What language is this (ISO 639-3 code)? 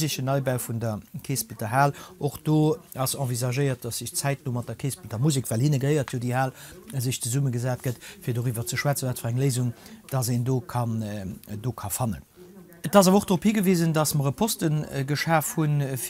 ltz